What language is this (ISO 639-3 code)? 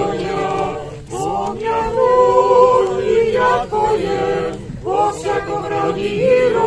rue